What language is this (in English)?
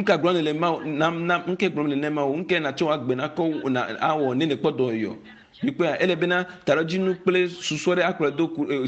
Ewe